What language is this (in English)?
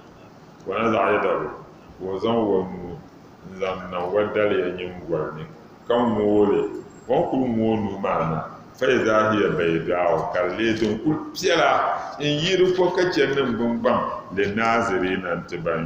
Dagbani